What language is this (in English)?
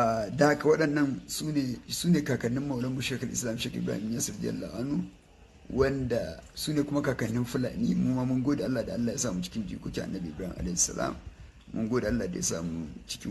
Hausa